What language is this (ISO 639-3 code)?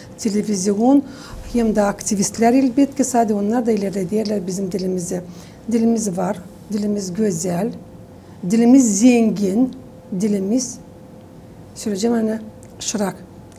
gag